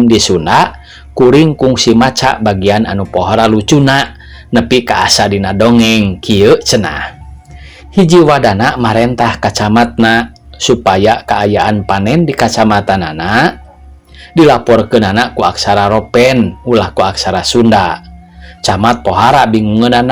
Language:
Sundanese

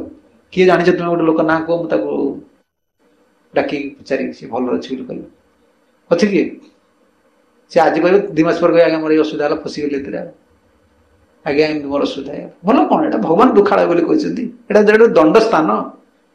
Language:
Odia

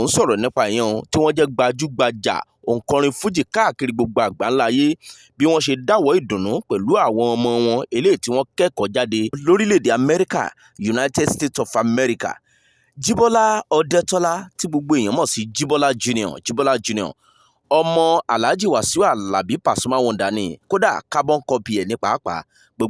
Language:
Yoruba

